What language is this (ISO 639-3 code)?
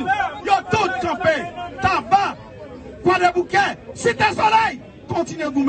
hat